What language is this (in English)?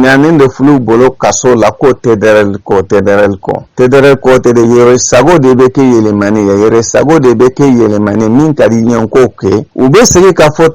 Bambara